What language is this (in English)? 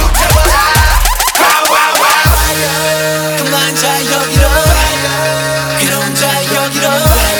Korean